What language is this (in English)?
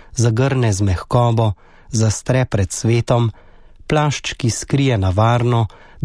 Slovenian